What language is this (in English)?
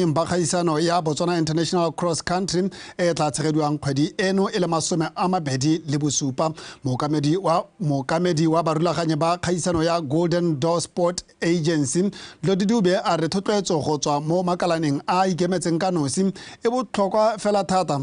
Tswana